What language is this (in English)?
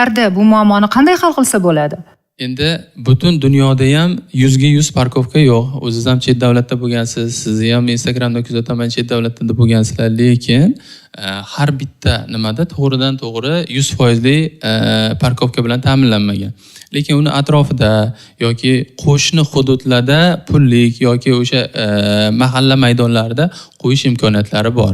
Uzbek